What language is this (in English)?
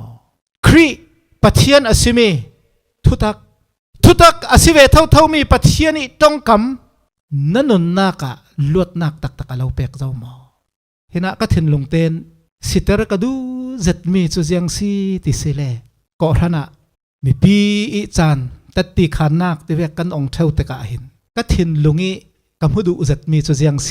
Falam Chin